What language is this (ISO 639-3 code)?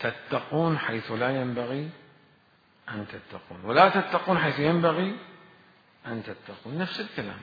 acm